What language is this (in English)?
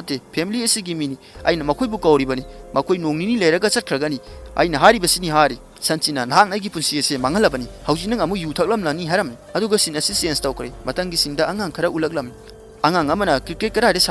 Manipuri